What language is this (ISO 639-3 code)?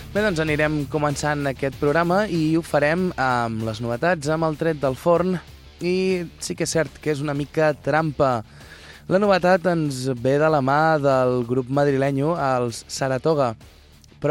cat